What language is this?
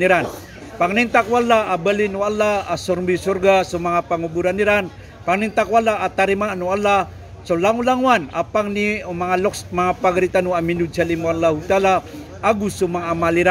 Maranao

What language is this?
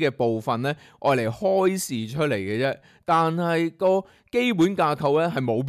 Cantonese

